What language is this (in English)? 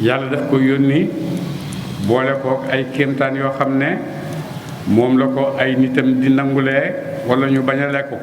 Wolof